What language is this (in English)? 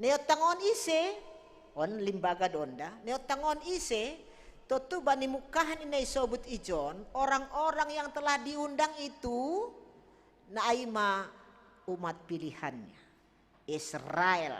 Batak Simalungun